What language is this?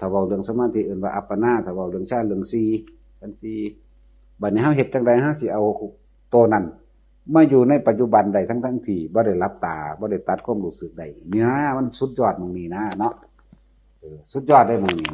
Northeastern Thai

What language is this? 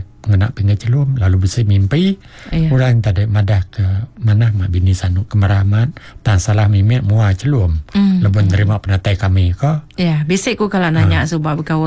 Iban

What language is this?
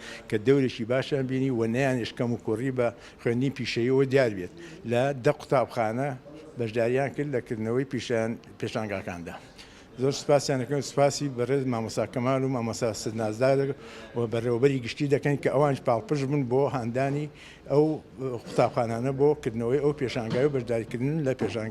Central Kurdish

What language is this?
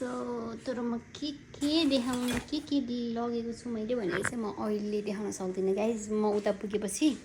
Nepali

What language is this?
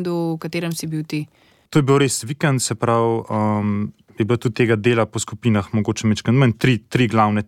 Slovenian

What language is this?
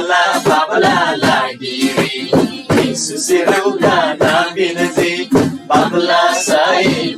Eastern Tamang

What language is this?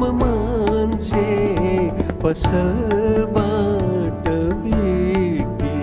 Newari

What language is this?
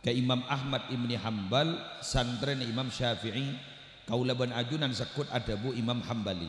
Madurese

